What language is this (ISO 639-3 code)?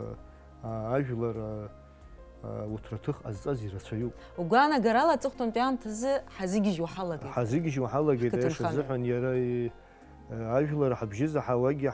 abk